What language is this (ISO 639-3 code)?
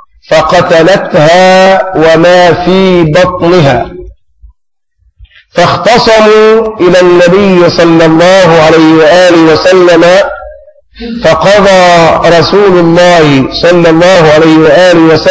ara